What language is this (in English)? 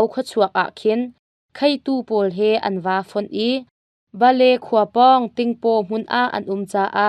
Hakha Chin